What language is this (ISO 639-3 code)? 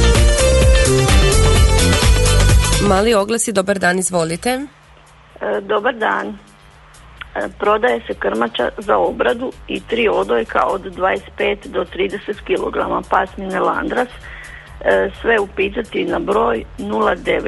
hrv